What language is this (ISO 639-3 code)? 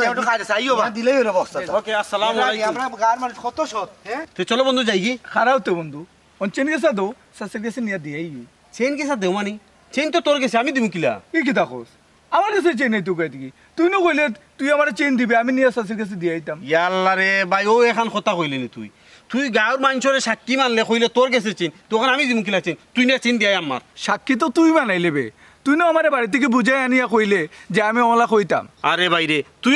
syl